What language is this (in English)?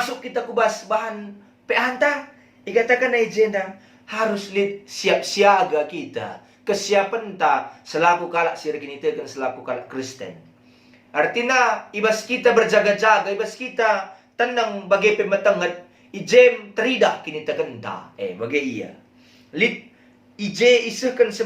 Batak Karo